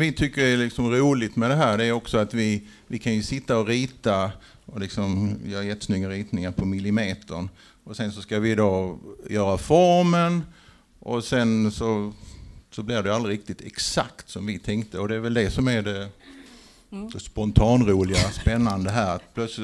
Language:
Swedish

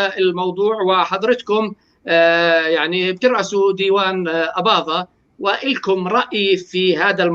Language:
North Levantine Arabic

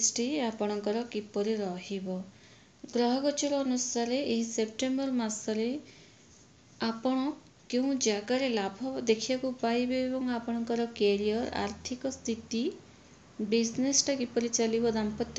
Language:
Odia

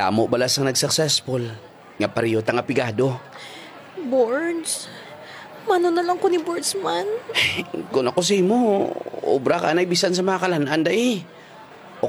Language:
Hiligaynon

